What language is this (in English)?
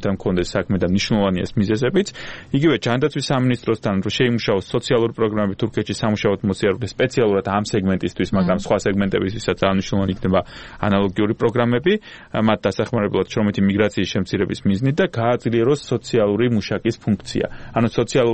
Georgian